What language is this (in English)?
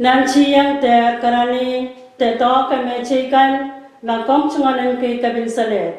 Pohnpeian